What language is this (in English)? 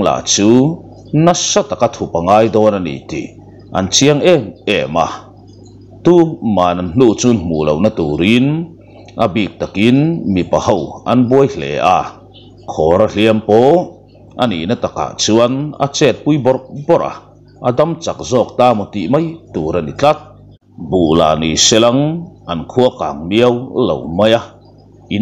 Mizo